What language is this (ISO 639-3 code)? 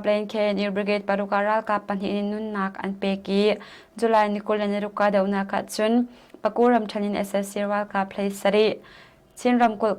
cnh